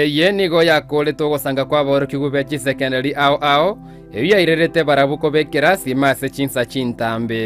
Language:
Gusii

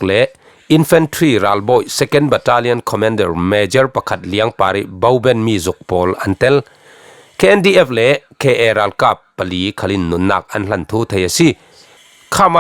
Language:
Falam Chin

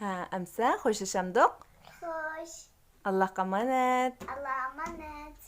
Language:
Uyghur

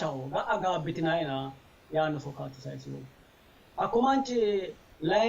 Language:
Sidamo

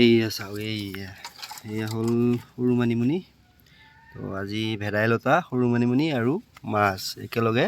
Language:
Assamese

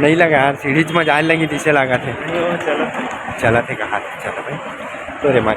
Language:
Chhattisgarhi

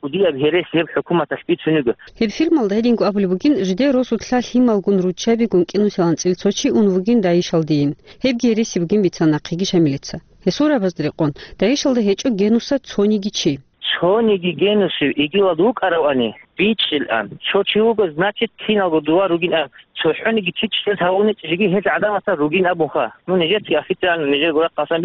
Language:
Avaric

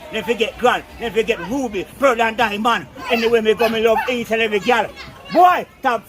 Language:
Jamaican Creole English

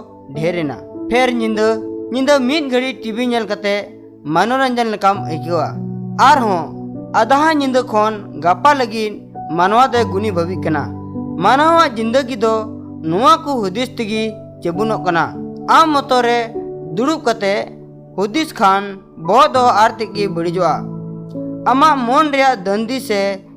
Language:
Santali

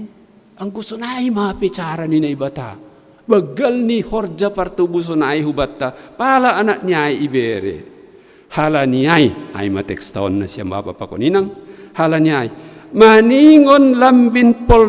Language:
Batak Simalungun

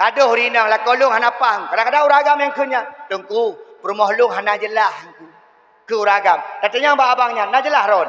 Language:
Achinese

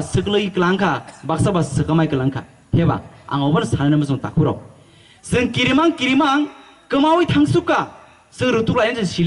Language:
Kok Borok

